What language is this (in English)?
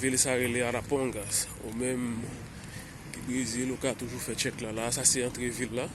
Haitian Creole